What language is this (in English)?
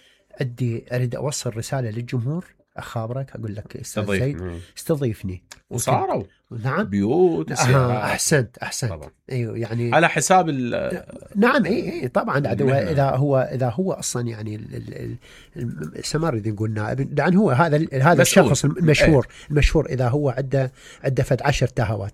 Mesopotamian Arabic